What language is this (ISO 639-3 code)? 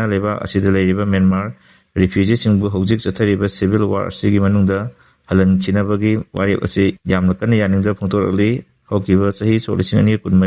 mni